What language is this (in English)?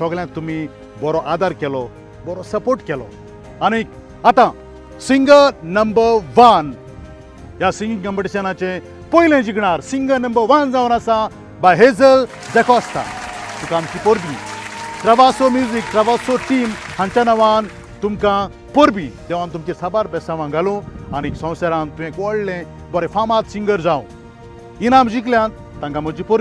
Konkani